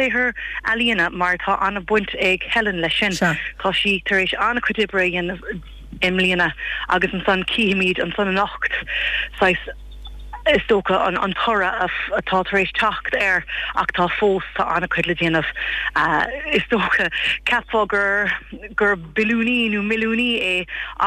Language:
Irish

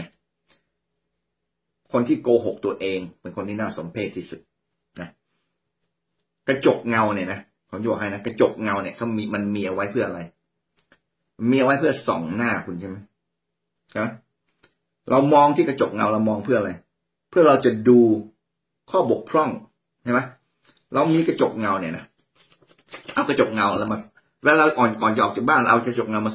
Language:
Thai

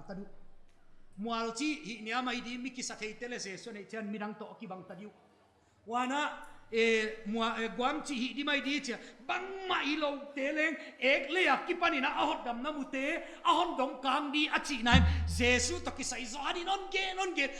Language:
Paite Chin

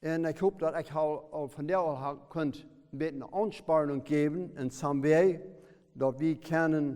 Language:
Plautdietsch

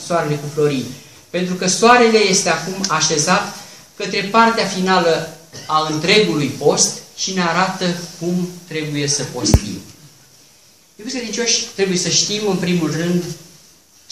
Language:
Romanian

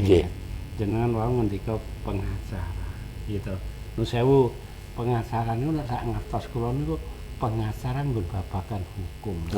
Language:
Javanese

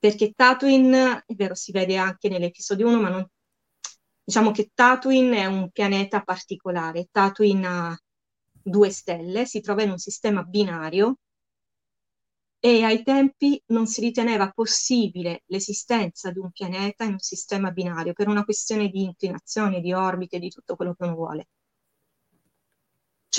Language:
Italian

